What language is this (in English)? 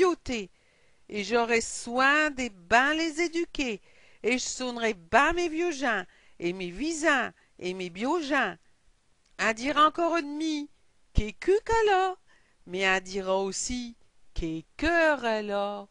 Picard